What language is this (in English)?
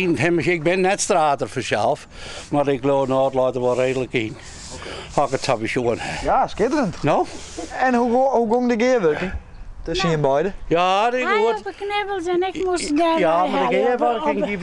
Western Frisian